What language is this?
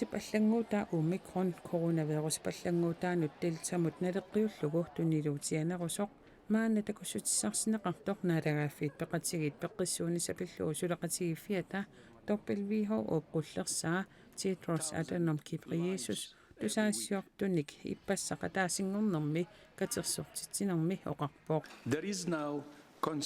Kalaallisut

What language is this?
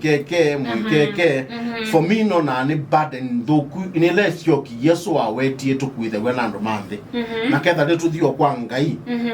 Kamba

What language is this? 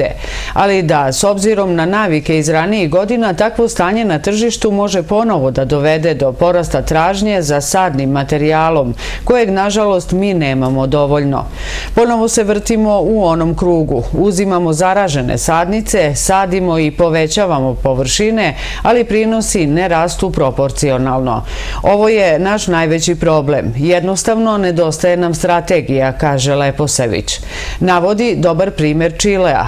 Serbian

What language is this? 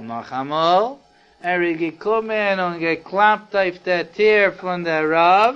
Yiddish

